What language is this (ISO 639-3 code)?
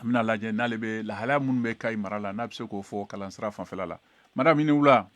bam